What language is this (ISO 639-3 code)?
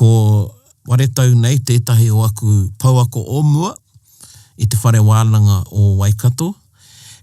mri